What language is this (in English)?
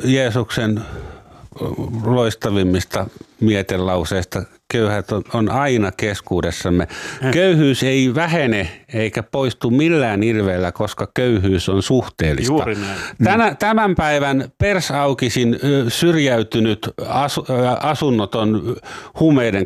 Finnish